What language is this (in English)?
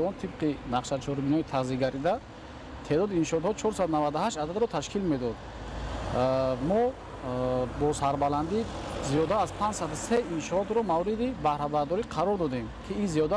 Tajik